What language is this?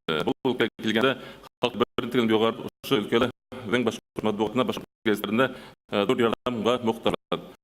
Bashkir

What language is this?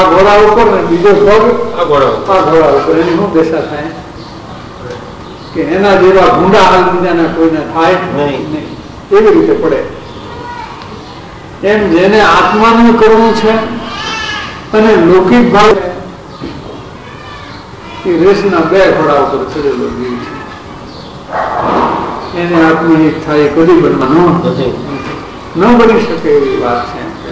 Gujarati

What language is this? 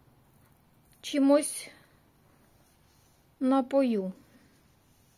Ukrainian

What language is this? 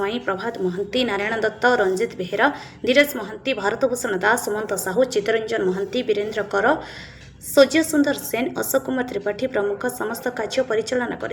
Odia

